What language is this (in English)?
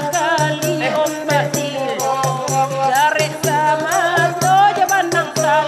Minangkabau